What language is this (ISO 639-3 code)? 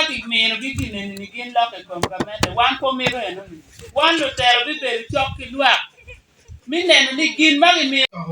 ach